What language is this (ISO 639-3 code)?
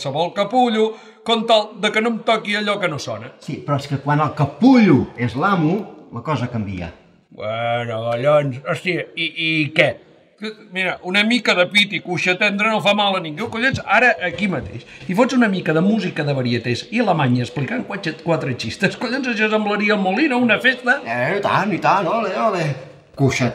cat